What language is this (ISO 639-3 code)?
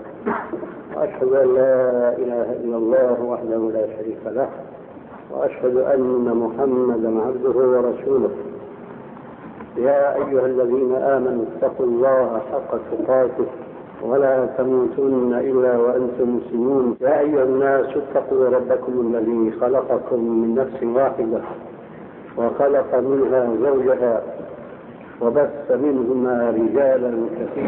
ara